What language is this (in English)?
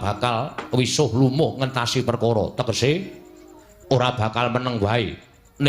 Javanese